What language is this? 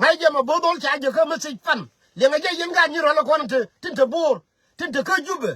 Nuer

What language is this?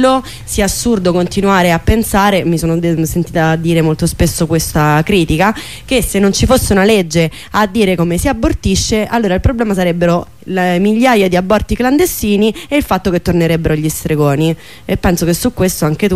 Italian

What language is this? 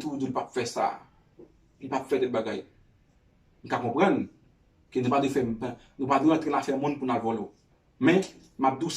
Haitian Creole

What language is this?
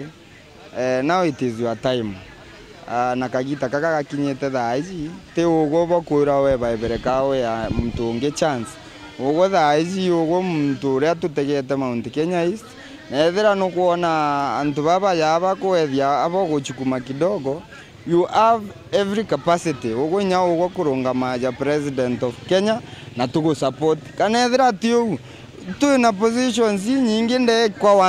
Meru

